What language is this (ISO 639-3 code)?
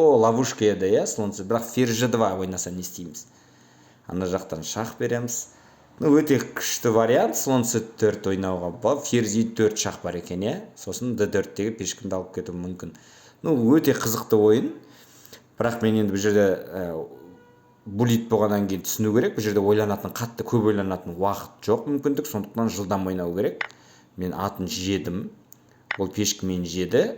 kaz